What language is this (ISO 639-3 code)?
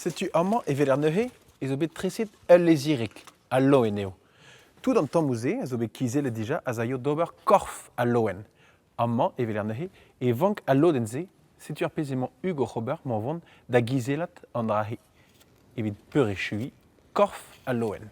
bre